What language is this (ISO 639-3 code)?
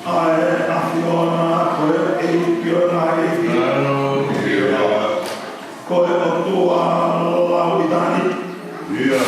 ton